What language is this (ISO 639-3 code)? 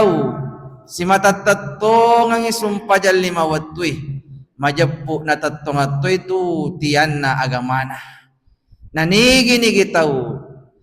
bug